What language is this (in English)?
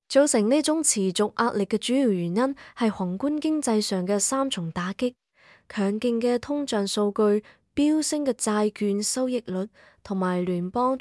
Cantonese